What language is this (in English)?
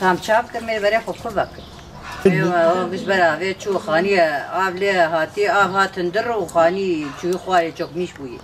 Kurdish